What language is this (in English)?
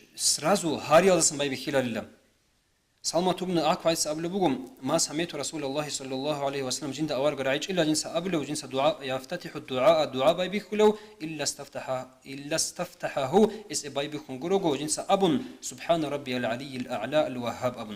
Avaric